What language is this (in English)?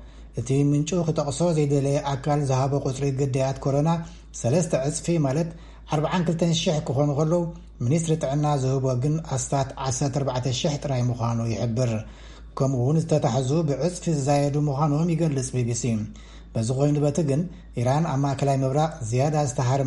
Tigrinya